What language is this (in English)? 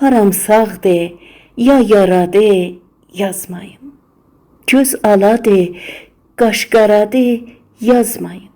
South Azerbaijani